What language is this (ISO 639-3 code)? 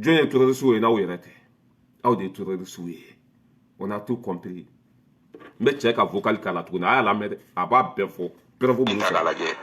bam